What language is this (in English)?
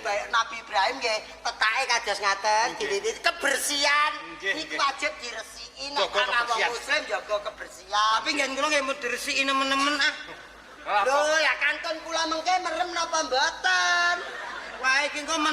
Javanese